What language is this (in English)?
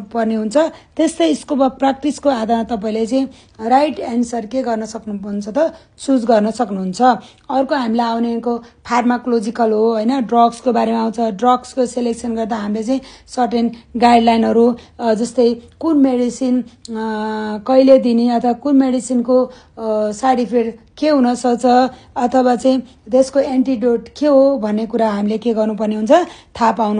Nepali